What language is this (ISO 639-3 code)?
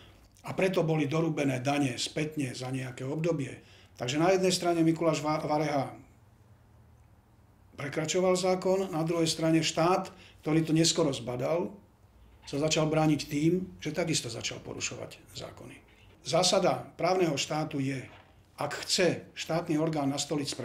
slk